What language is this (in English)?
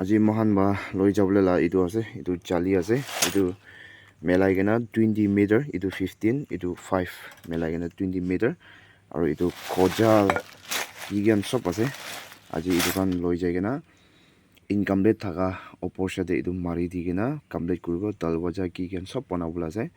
Naga Pidgin